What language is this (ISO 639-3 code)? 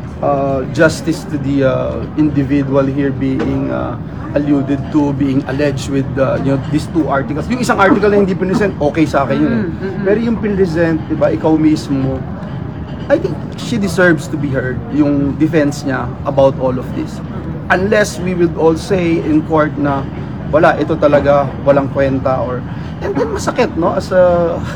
fil